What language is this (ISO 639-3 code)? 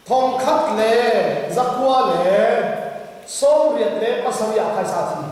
cnh